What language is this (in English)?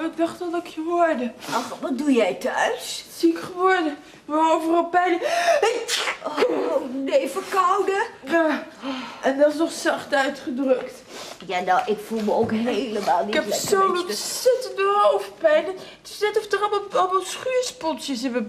Dutch